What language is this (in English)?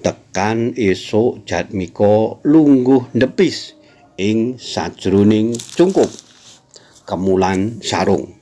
Javanese